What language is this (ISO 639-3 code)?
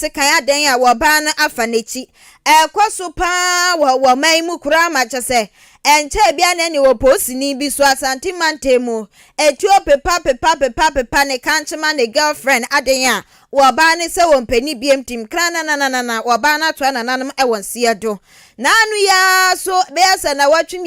aka